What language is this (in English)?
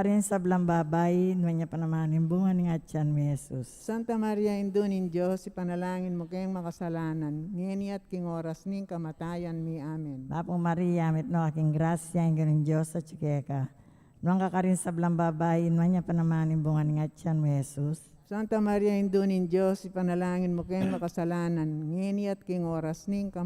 Pampanga